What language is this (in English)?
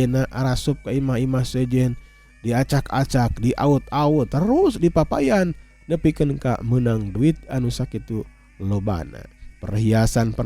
Sundanese